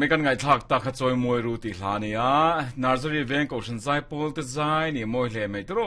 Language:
Mizo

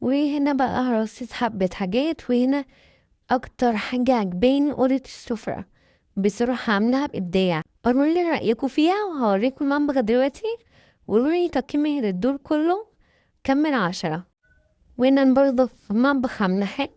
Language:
Egyptian Arabic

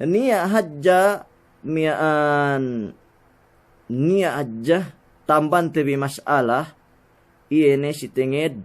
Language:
Yakan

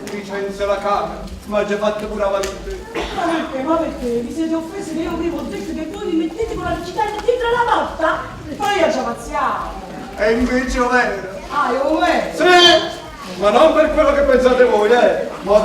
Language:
Neapolitan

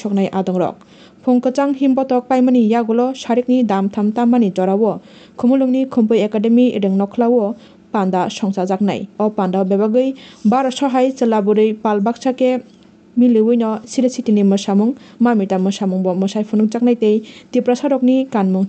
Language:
Kok Borok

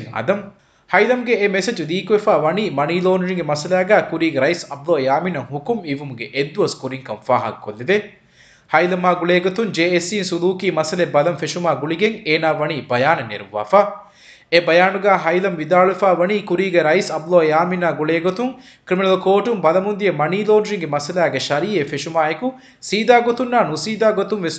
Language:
Divehi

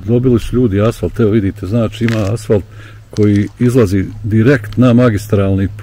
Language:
Bosnian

